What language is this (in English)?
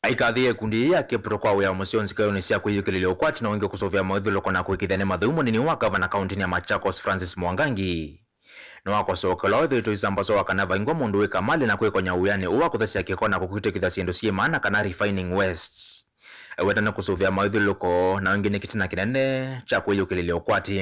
Kamba